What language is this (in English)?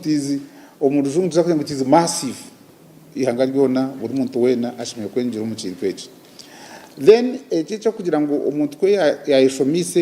Nyankole